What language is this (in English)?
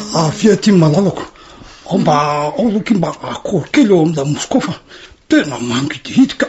Malagasy